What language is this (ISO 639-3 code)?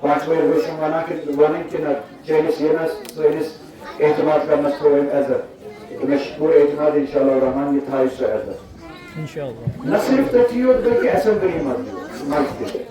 kas